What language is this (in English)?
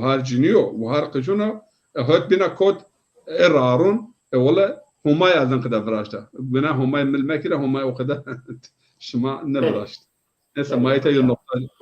Zaza